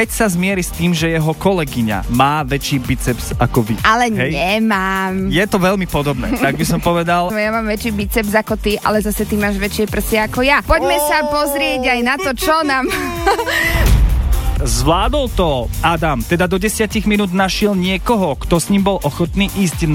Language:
Slovak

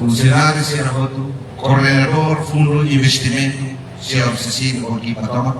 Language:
Tetum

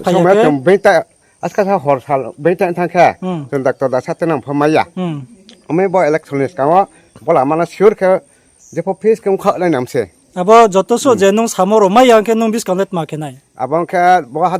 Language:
Riang (India)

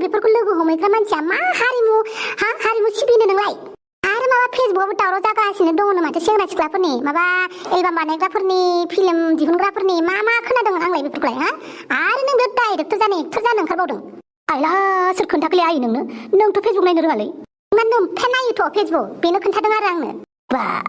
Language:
Bodo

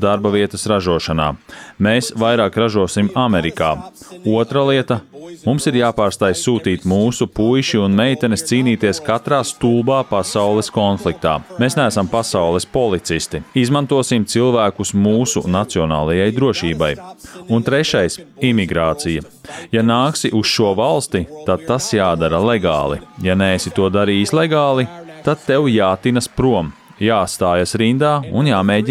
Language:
Latvian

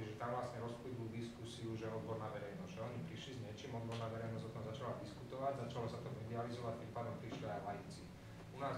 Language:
Slovak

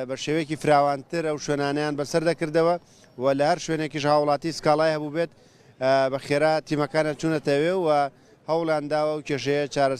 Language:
Central Kurdish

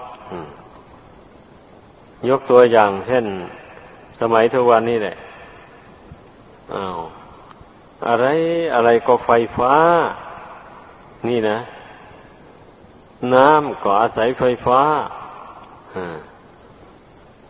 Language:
Thai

